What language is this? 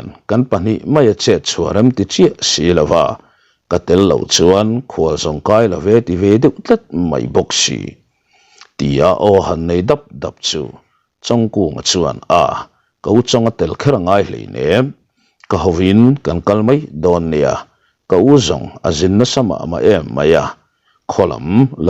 Mizo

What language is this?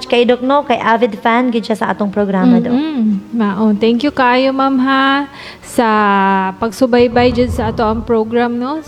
Cebuano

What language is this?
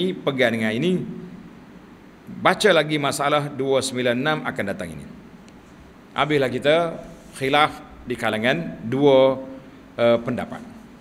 Malay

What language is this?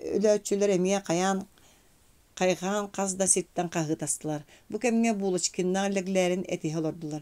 Yakut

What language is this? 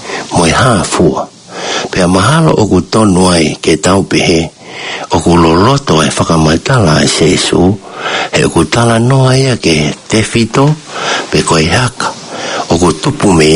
Tongan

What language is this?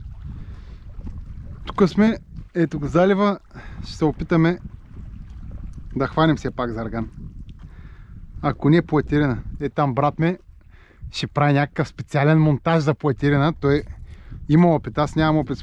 Bulgarian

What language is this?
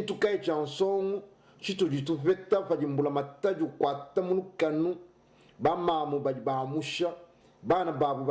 Luba-Lulua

